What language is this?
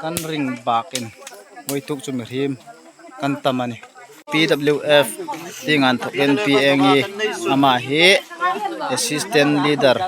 Hmar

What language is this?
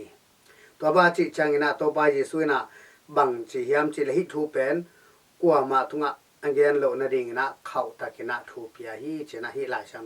Tedim Chin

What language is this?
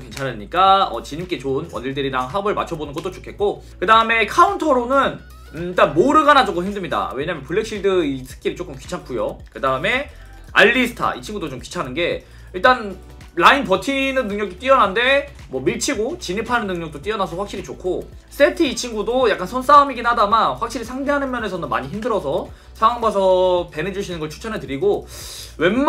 Korean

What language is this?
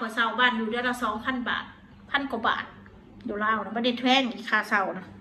Northeastern Thai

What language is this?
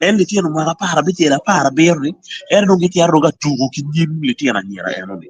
Acoli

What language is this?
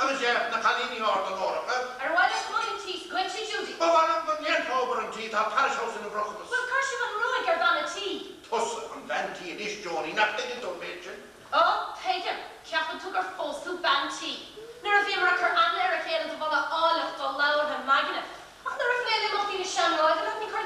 Irish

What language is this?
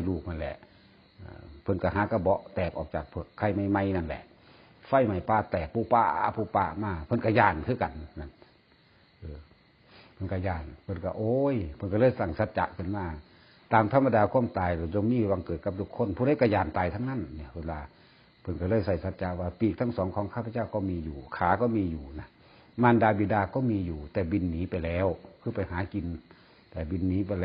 Northeastern Thai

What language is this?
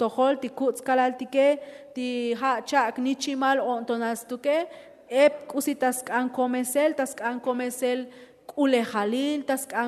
Tzotzil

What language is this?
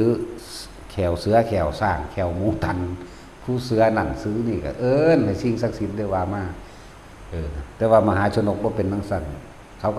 Northeastern Thai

